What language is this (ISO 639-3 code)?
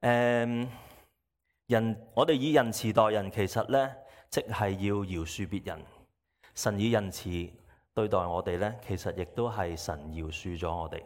yue